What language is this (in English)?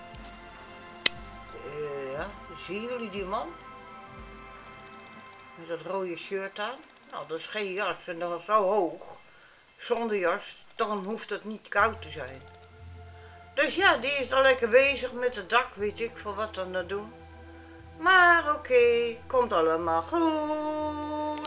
Dutch